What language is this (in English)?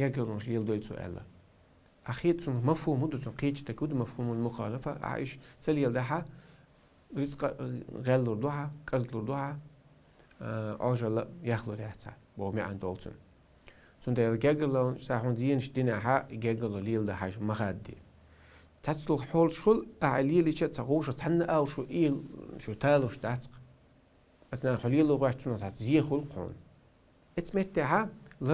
Chechen